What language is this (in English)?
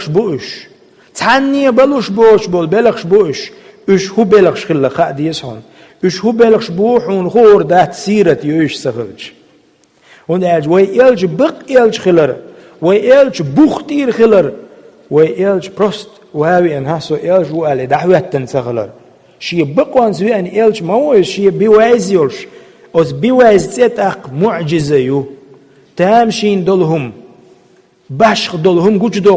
Chechen